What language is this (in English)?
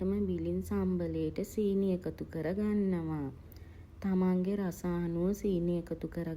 Sinhala